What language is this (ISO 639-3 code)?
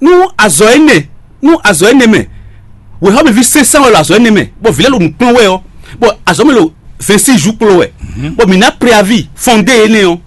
fon